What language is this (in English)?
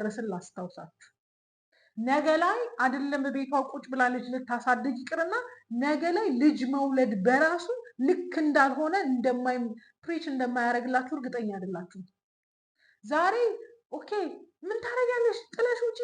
Amharic